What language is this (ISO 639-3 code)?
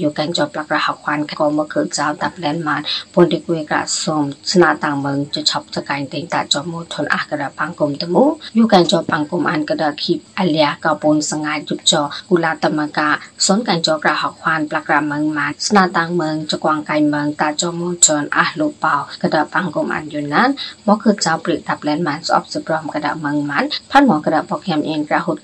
mya